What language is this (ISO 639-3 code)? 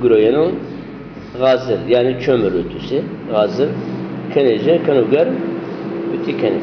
zza